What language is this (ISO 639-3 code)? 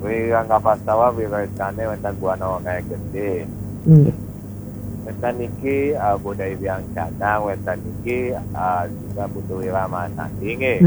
ban